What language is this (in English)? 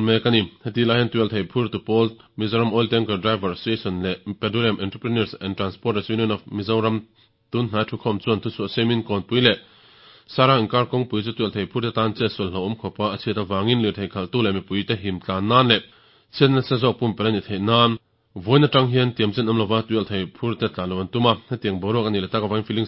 Mizo